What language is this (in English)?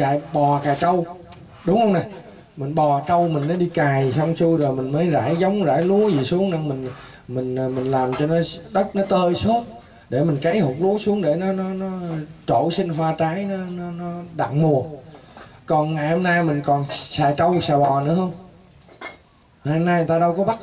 Vietnamese